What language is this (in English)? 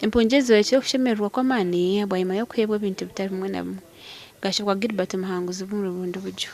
Nyankole